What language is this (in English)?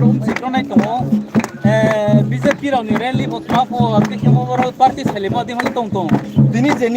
Riang (India)